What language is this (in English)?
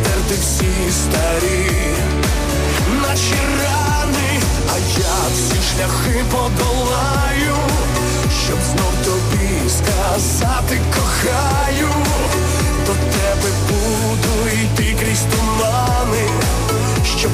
Ukrainian